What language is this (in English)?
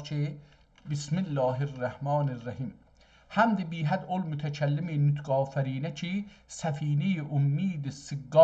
South Azerbaijani